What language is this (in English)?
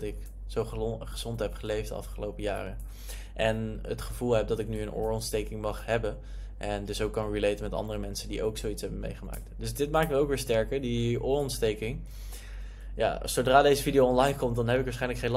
Dutch